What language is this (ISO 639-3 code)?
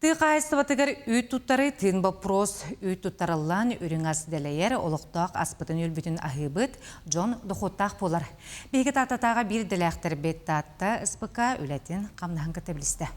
sah